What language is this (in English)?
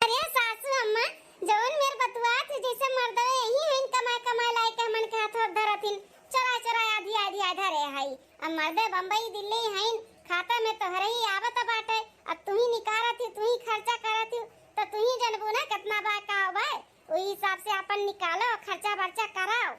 Awadhi